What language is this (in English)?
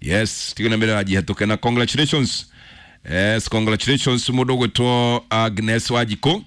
Kikuyu